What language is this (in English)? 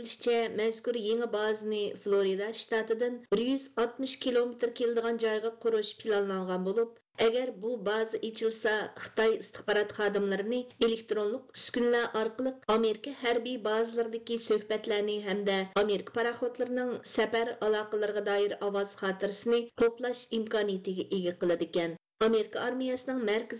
Uyghur